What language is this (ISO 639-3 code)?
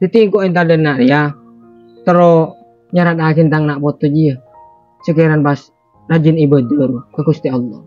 mad